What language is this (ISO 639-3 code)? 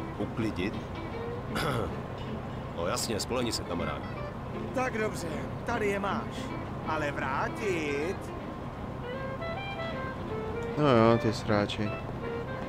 ces